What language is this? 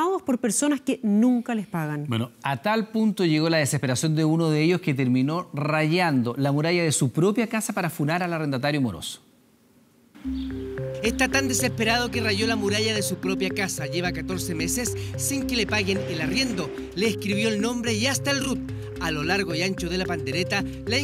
Spanish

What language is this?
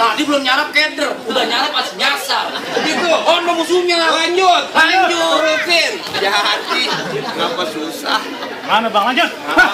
Betawi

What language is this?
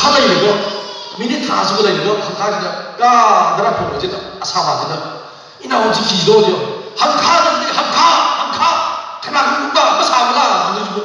Tangkhul Naga (India)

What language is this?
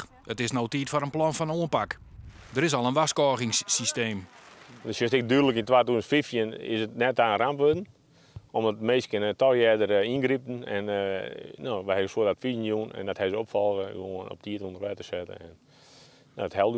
Western Frisian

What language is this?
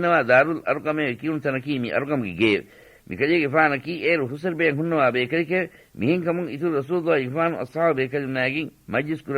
Divehi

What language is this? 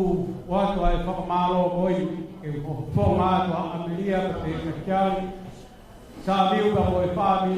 Tongan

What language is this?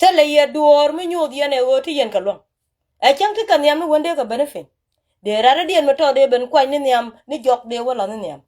Nuer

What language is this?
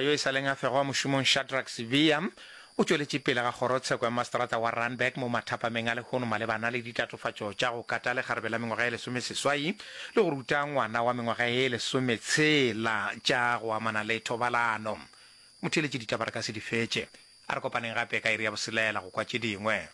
Northern Sotho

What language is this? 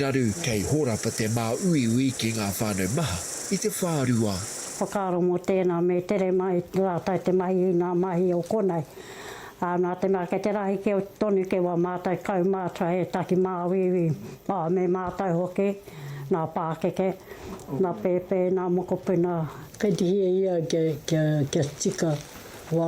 Māori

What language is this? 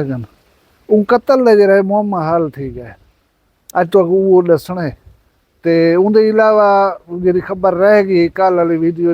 Saraiki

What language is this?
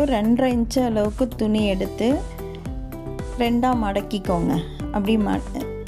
Tamil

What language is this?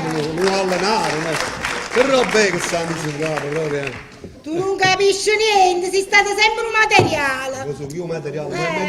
Neapolitan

